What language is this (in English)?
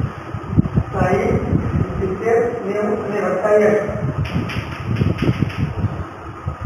Gujarati